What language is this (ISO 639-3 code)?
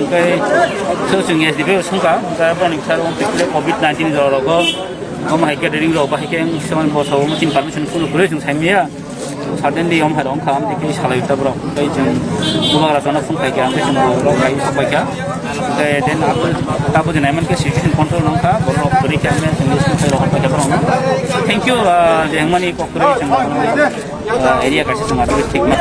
trp